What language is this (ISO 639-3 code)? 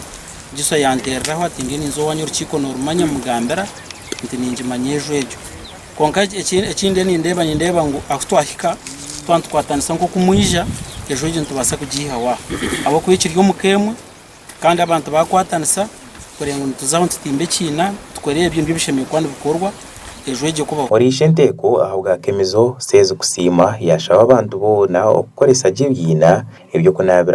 nyn